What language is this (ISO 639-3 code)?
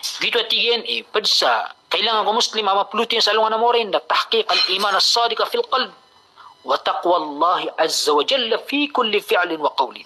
mrw